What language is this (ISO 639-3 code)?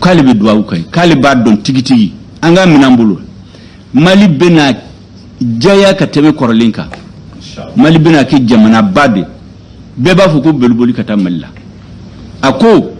bam